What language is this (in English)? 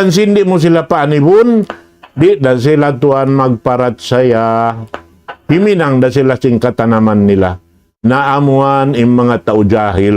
Tausug